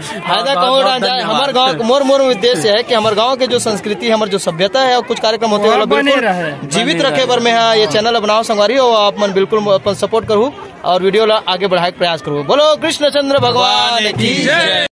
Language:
Chhattisgarhi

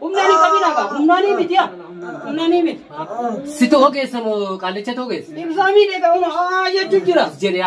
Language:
Oromo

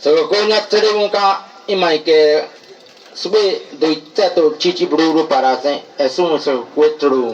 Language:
Bribri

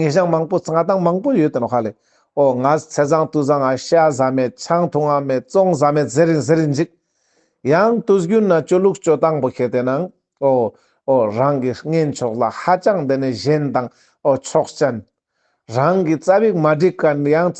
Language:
Ladakhi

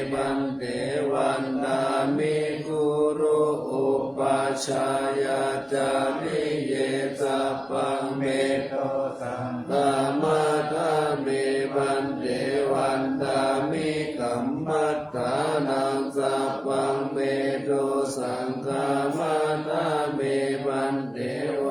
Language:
Pali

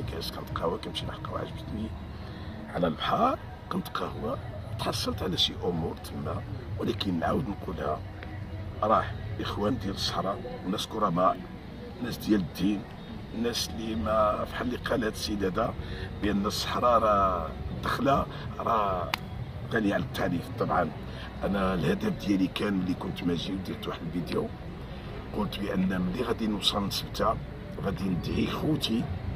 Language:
Moroccan Arabic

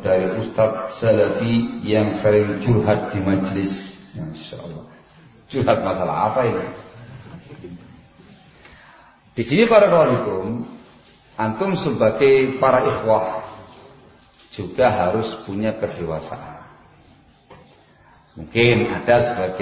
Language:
Indonesian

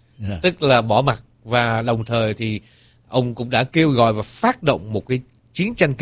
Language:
Vietnamese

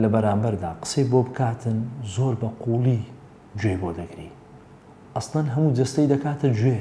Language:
Central Kurdish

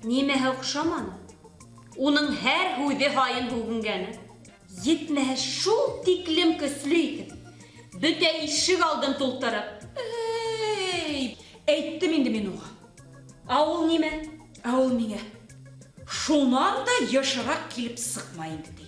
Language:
Bashkir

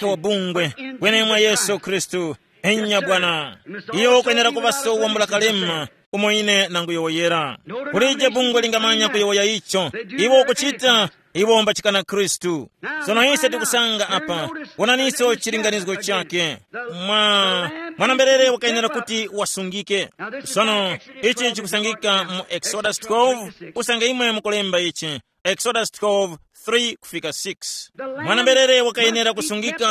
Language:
Tumbuka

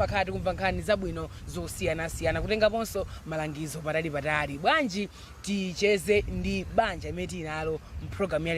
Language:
Nyanja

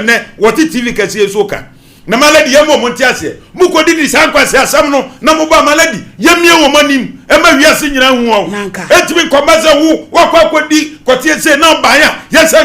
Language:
Akan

